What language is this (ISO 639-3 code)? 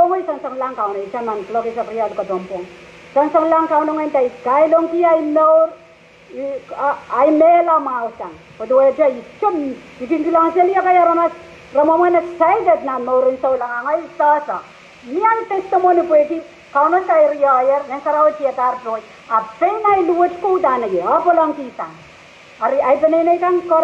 pon